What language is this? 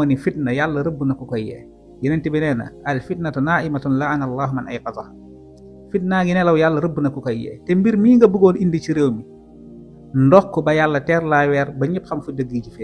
Wolof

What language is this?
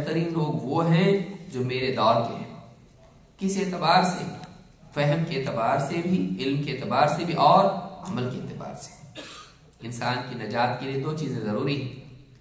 Urdu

